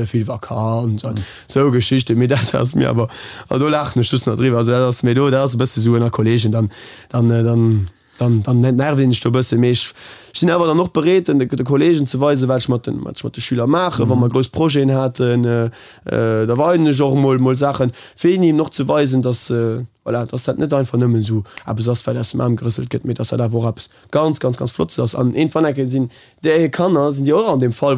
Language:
Luxembourgish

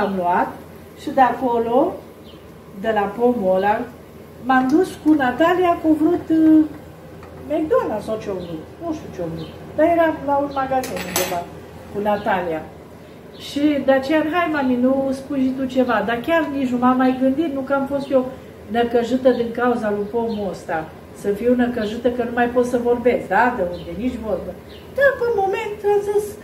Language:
Romanian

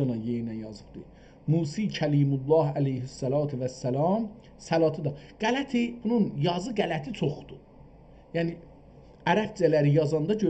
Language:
South Azerbaijani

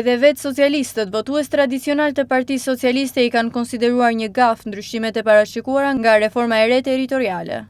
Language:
Albanian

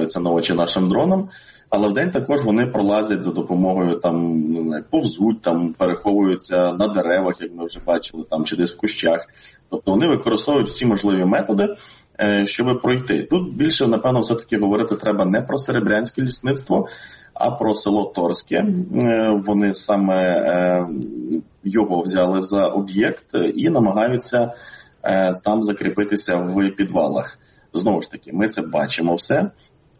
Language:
Ukrainian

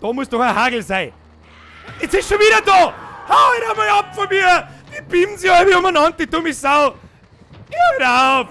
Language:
Bavarian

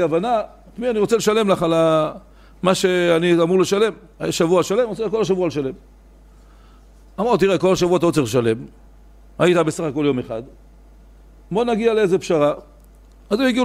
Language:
Hebrew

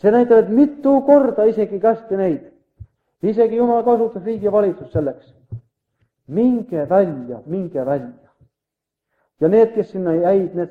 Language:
Estonian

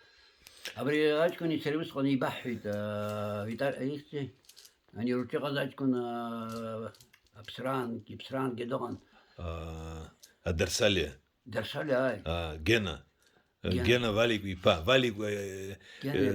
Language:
Abkhazian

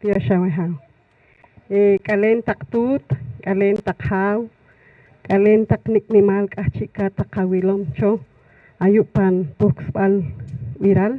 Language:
Poqomchi'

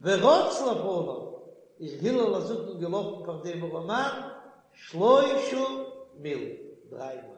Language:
Yiddish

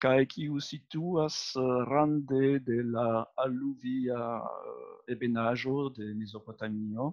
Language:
Esperanto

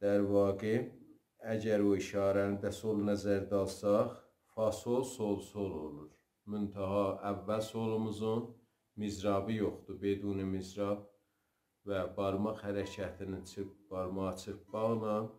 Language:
South Azerbaijani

